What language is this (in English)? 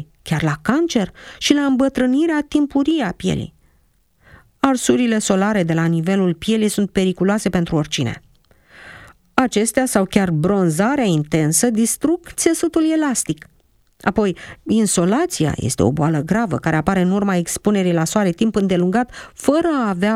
Romanian